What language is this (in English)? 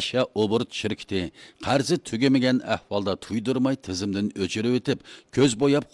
Uyghur